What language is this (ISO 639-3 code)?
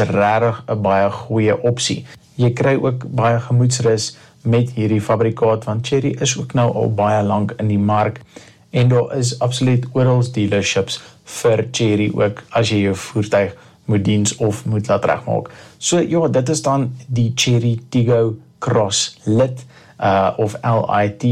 afr